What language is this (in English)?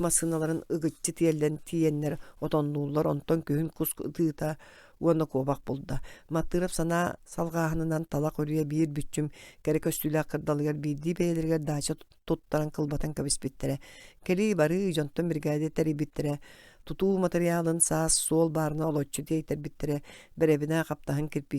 Yakut